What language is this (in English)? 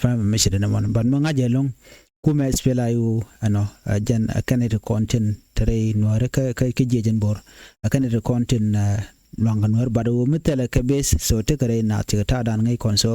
Nuer